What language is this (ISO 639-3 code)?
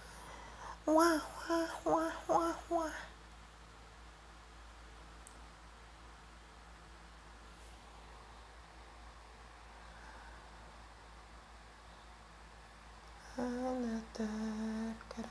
ind